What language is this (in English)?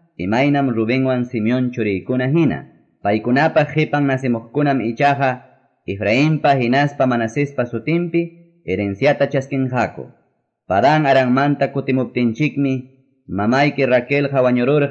Quechua